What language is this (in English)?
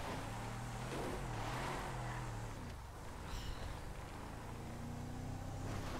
Hungarian